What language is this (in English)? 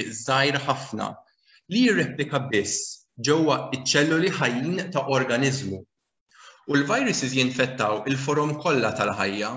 Maltese